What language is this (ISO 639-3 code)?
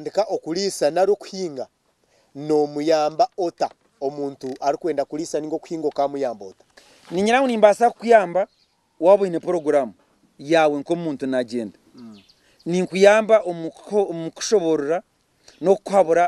nyn